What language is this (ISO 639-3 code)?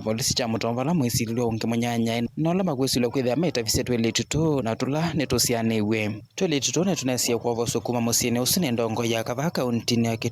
kam